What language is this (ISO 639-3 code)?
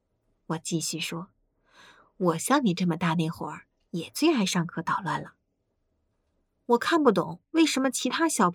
zho